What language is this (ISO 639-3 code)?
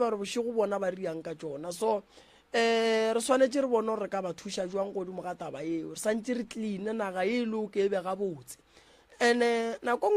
nso